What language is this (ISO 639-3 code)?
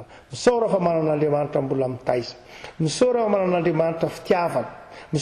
mlg